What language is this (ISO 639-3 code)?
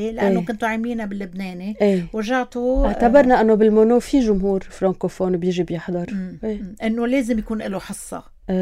apc